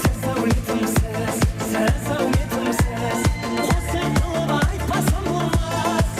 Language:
Kara-Kalpak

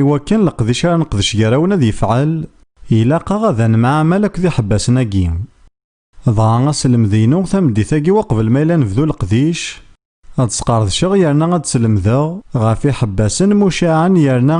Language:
Kabyle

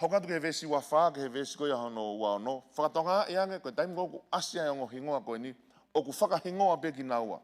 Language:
Tongan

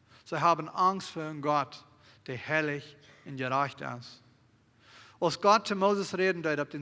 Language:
Plautdietsch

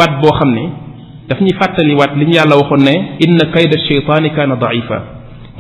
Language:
Wolof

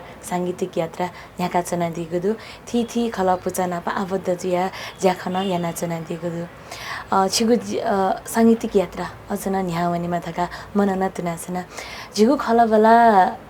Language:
Newari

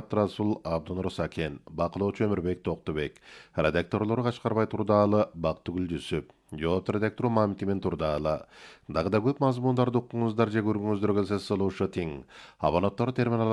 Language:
Kyrgyz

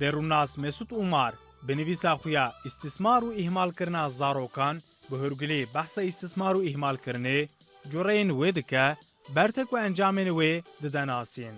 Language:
Kurdish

